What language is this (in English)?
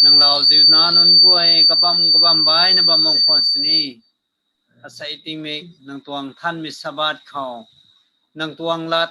Rongmei Naga